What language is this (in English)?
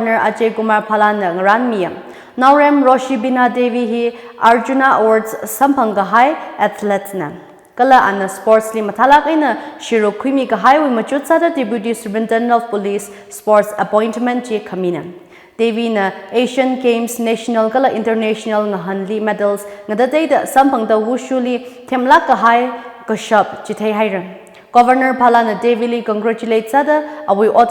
Tangkhul Naga (India)